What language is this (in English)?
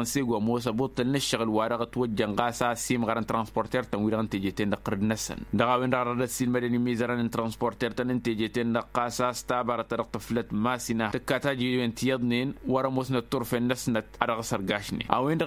Tamasheq